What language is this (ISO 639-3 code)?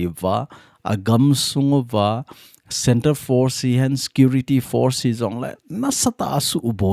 tcz